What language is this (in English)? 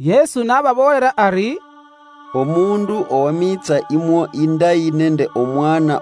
Luyia